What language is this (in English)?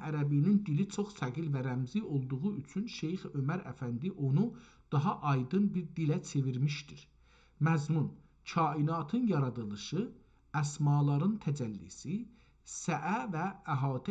South Azerbaijani